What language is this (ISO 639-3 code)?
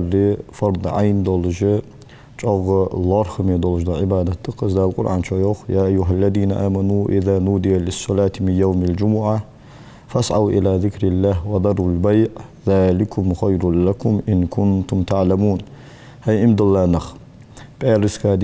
inh